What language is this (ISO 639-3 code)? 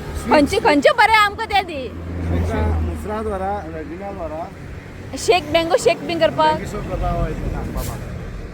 kok